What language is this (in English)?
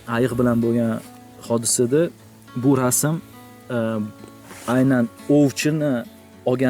Uzbek